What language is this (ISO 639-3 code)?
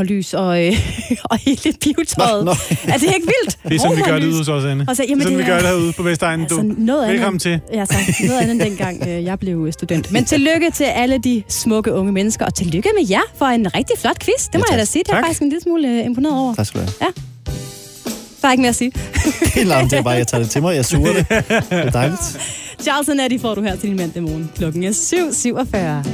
dan